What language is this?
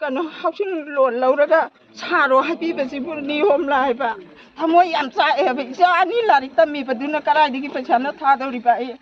Manipuri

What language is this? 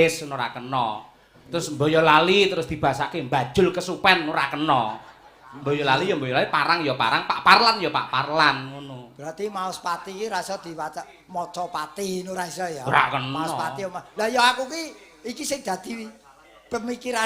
Javanese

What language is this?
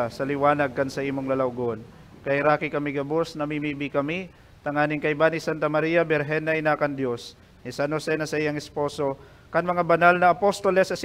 Bikol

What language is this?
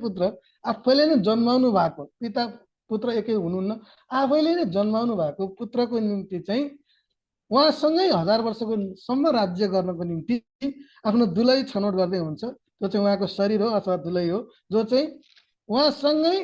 Nepali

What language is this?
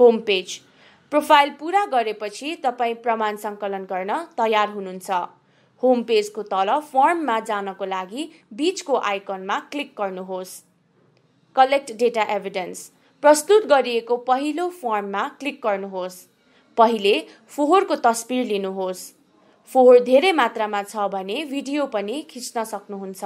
Nepali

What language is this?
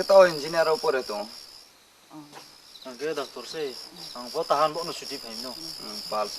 Riang (India)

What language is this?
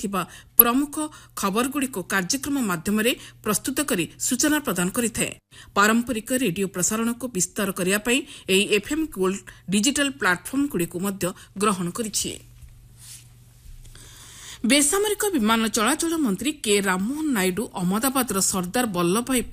Odia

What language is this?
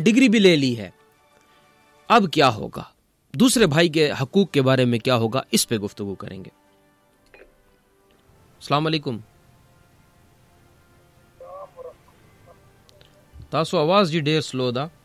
Urdu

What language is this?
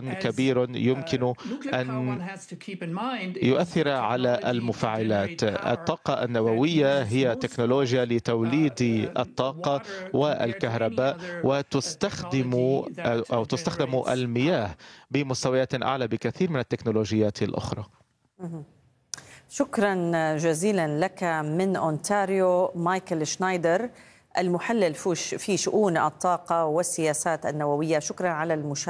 Arabic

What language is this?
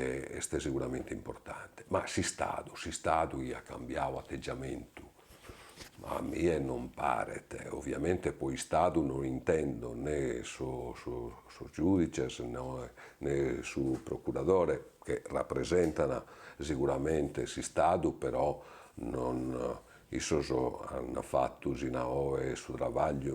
Sardinian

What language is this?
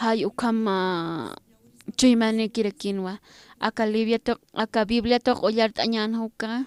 Aymara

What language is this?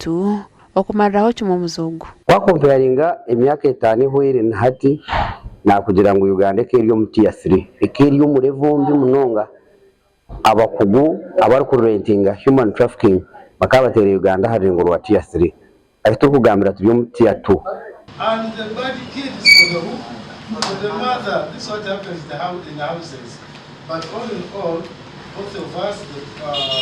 Nyankole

